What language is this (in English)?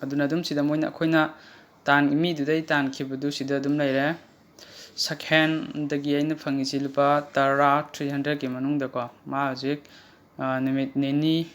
Manipuri